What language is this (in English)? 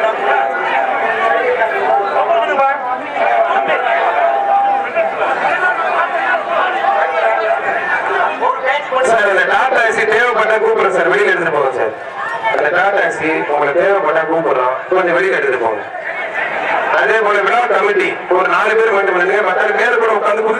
Tamil